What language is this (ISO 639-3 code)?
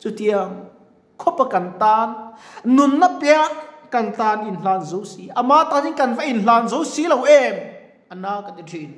lus